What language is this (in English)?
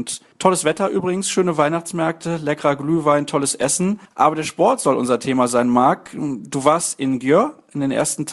German